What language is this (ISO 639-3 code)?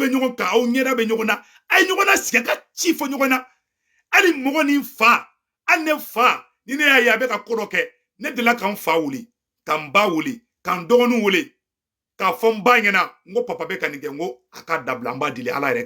bam